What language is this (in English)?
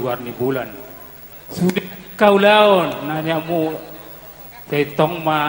Batak Toba